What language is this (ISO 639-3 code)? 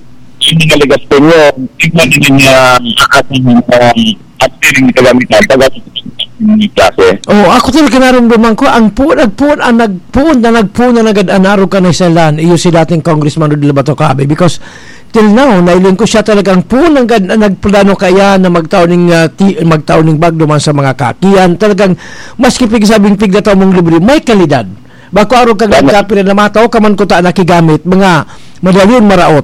bik